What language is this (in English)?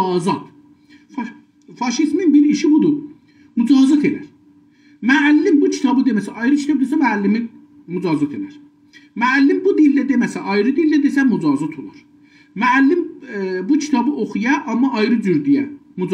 South Azerbaijani